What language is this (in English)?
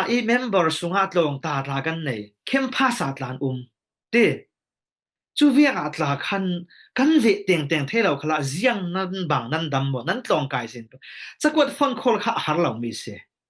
Falam Chin